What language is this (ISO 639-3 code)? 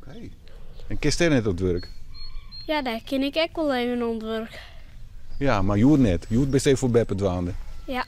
fry